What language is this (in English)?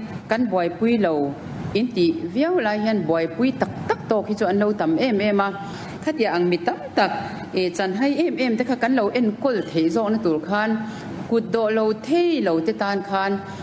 Mizo